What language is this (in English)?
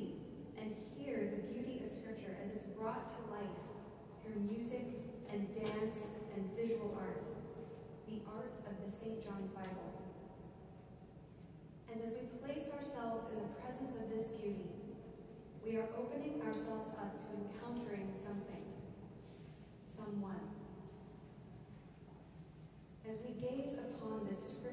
English